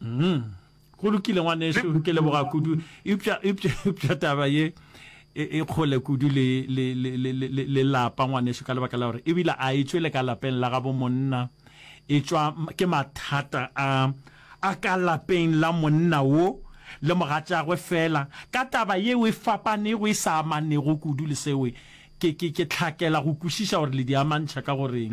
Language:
Northern Sotho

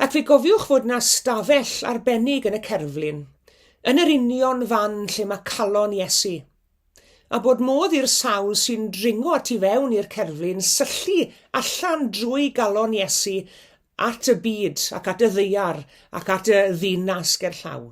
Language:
Welsh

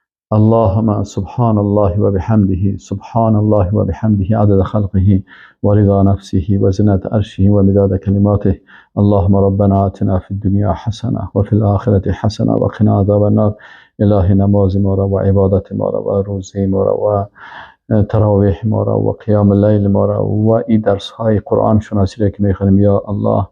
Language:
Persian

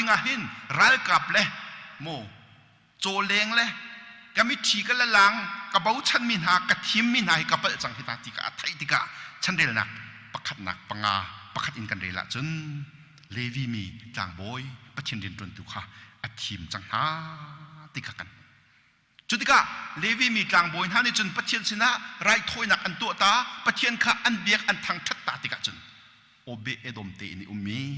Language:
Hakha Chin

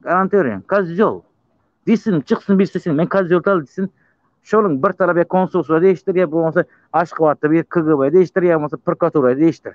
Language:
Turkmen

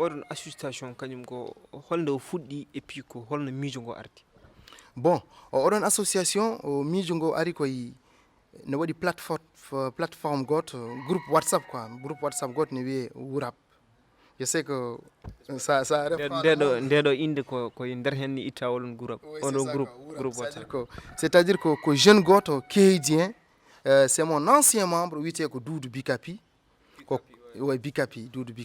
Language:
Fula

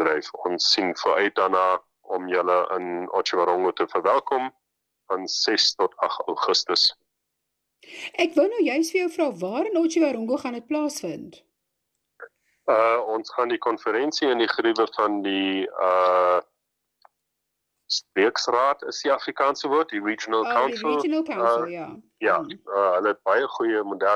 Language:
Afrikaans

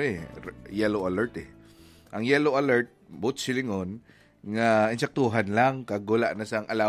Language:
Hiligaynon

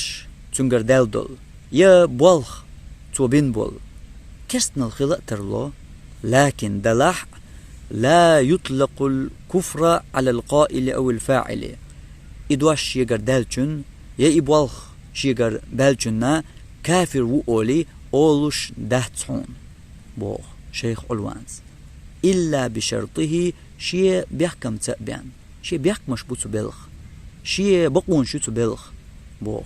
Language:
Chechen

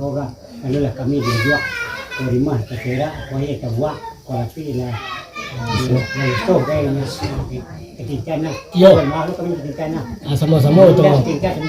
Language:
Minangkabau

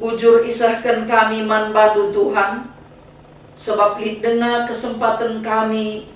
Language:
Batak Karo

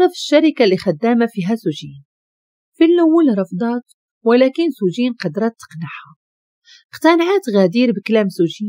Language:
Moroccan Arabic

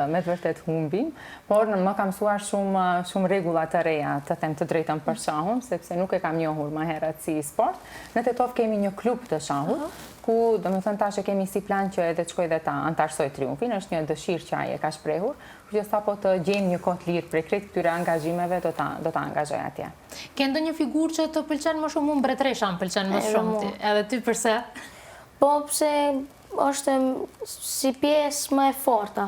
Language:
Albanian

